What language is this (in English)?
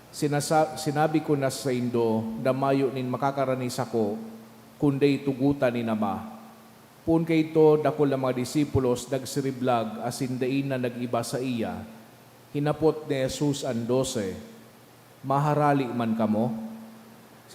Bikol